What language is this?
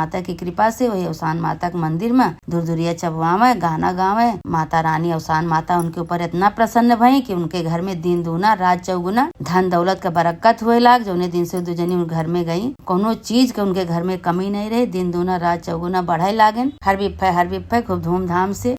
Awadhi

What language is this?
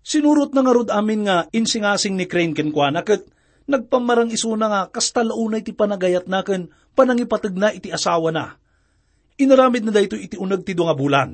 Iloko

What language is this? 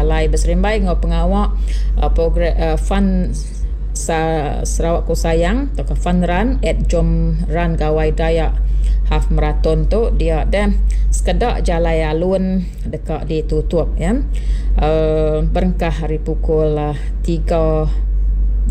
Iban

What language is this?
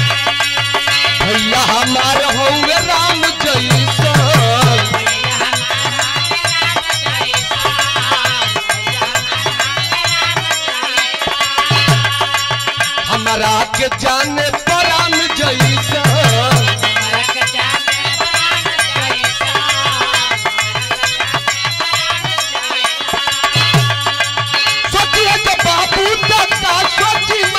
Bhojpuri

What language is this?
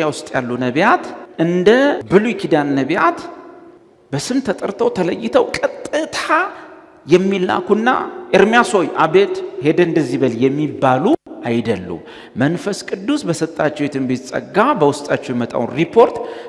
Amharic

